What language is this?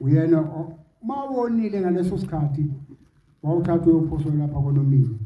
Zulu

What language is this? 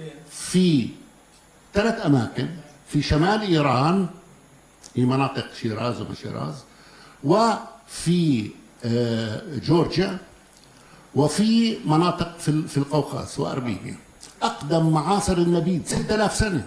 North Levantine Arabic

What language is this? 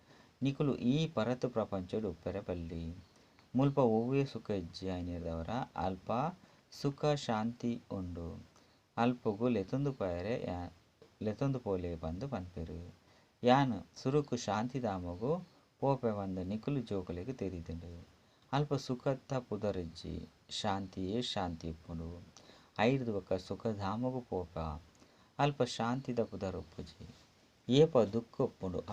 Tulu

